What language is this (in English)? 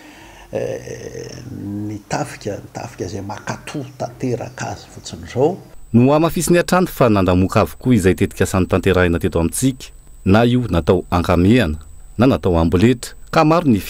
Malagasy